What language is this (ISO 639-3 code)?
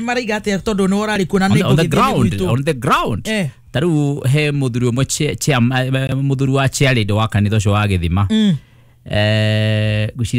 kik